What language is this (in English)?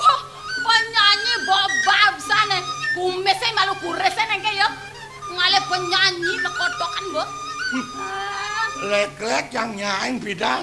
Balinese